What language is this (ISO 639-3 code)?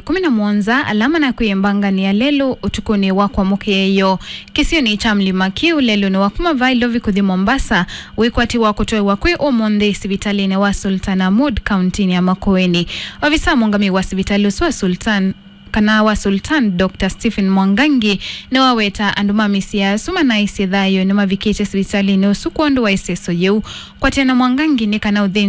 kam